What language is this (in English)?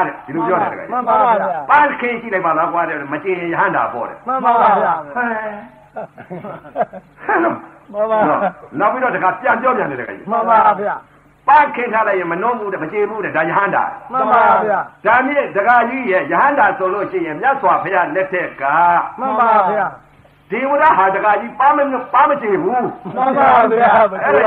Burmese